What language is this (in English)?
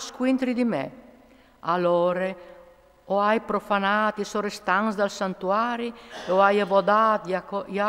Friulian